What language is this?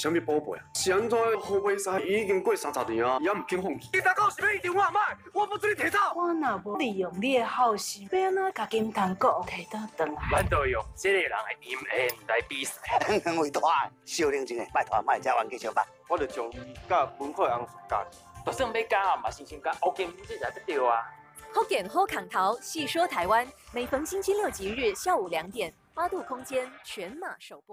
Min Nan Chinese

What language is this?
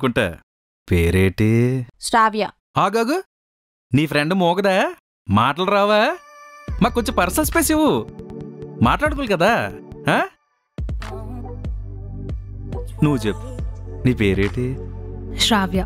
Telugu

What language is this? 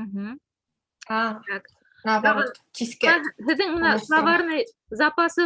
Bashkir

